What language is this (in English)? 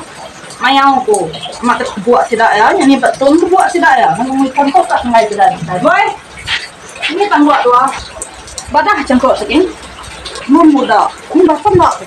Iban